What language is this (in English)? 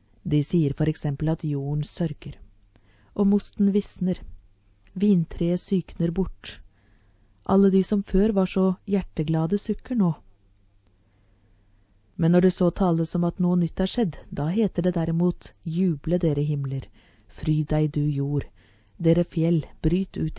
Norwegian